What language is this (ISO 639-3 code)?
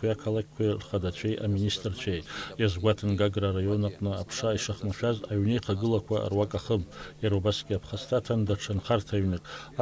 abk